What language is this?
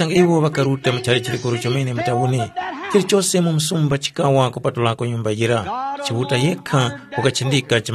Tumbuka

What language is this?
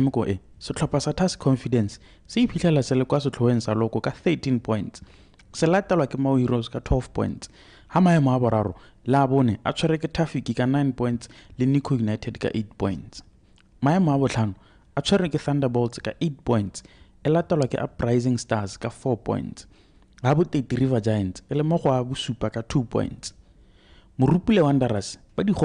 Tswana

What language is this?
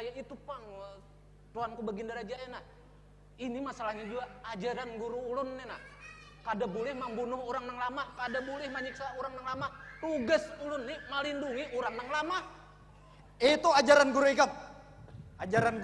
Banjar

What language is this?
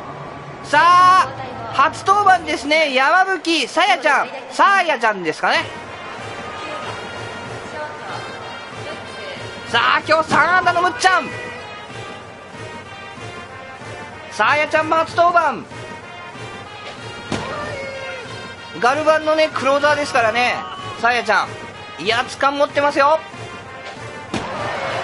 Japanese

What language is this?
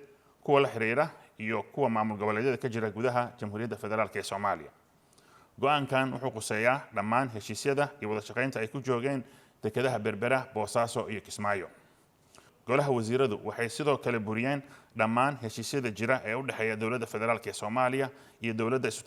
Somali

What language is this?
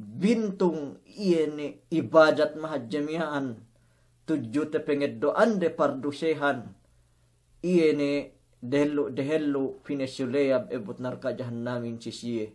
Yakan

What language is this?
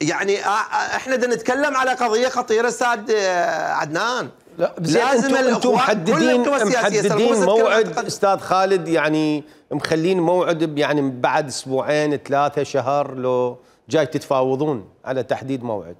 Mesopotamian Arabic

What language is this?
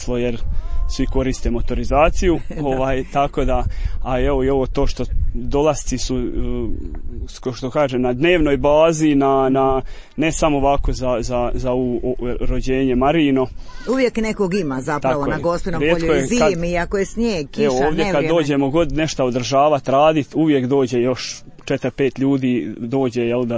Croatian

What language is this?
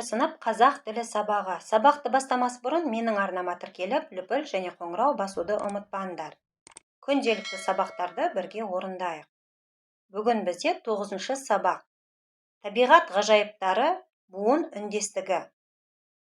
Kazakh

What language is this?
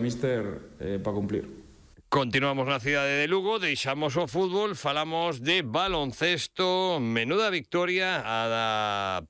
Galician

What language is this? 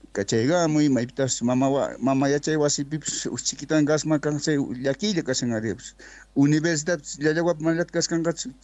South Bolivian Quechua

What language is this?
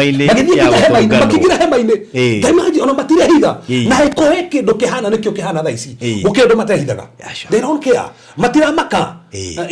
Kikuyu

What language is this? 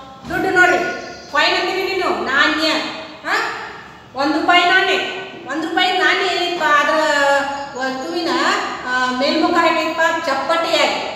Kannada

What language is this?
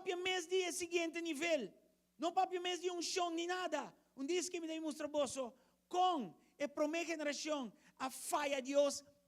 Papiamento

